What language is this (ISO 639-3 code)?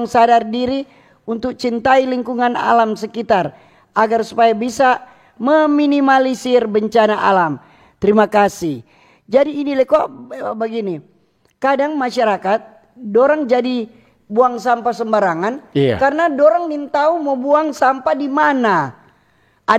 xmm